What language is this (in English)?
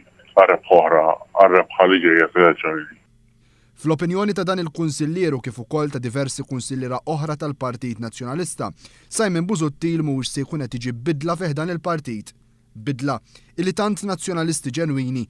Maltese